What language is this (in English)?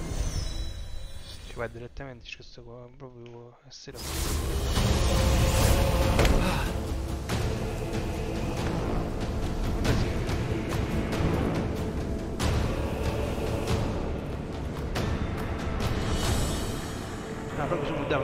Italian